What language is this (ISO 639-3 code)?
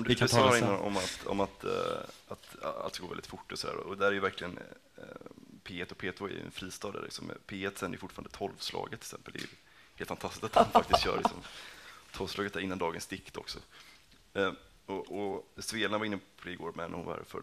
swe